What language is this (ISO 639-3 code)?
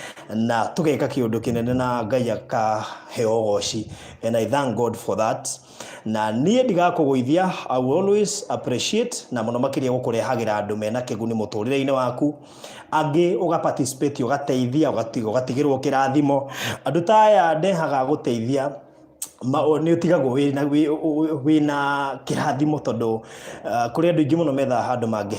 kik